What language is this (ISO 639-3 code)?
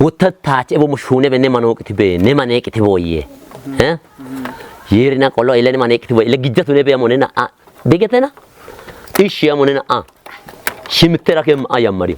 kbr